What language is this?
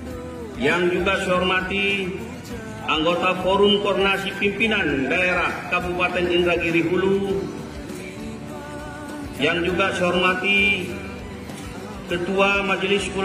Indonesian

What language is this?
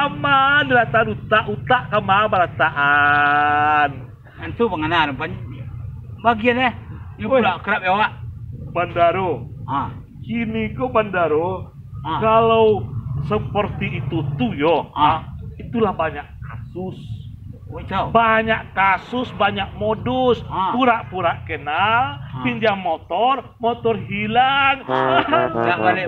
Minangkabau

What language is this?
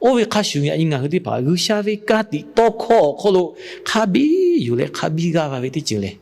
Lahu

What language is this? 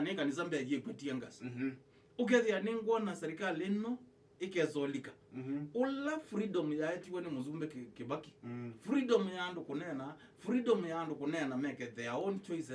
Kamba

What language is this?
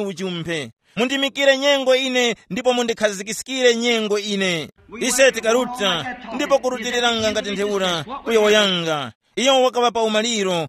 Tumbuka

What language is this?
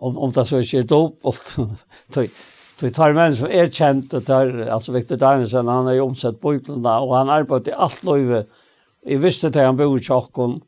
Faroese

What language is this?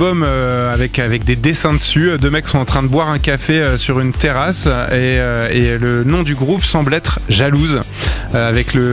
French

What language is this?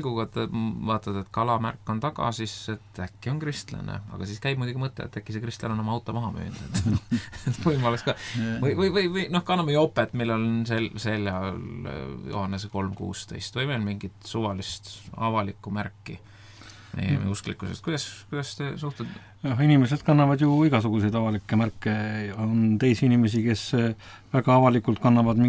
Estonian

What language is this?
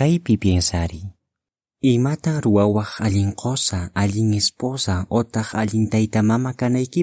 Quechua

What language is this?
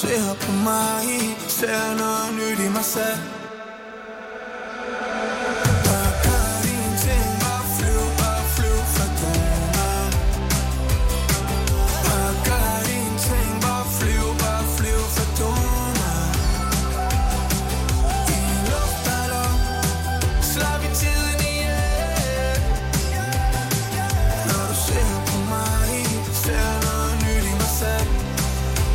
Danish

